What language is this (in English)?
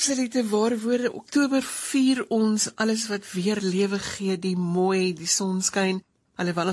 Afrikaans